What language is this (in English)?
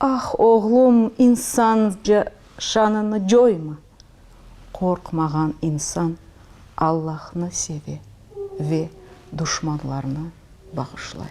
Crimean Tatar